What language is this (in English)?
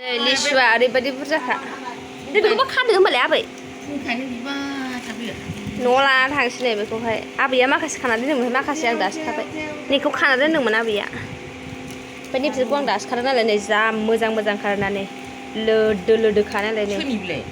Bodo